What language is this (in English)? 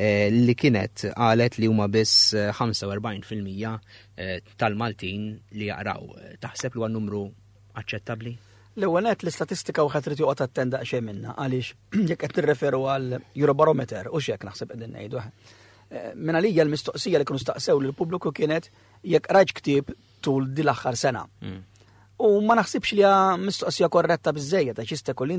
Maltese